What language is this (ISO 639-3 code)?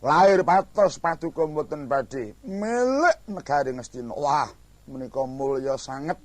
jav